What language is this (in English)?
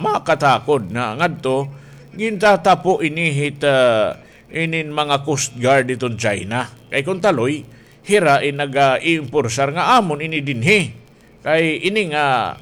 Waray